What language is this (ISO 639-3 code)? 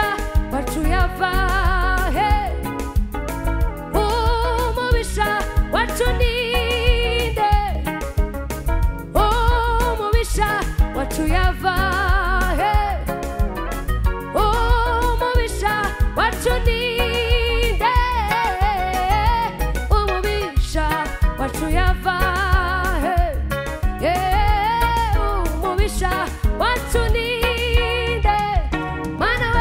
kin